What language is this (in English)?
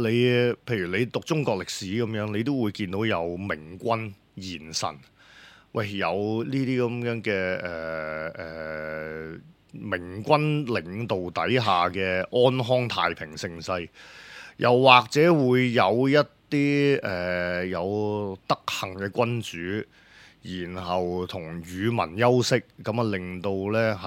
Cantonese